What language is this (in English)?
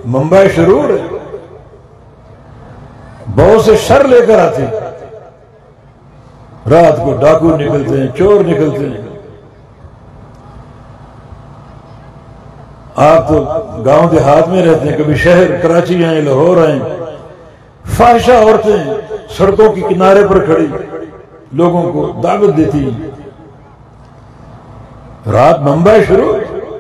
Urdu